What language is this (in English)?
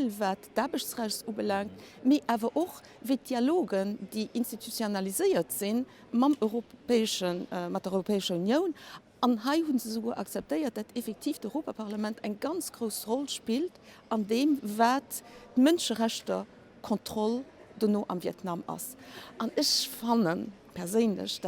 Luxembourgish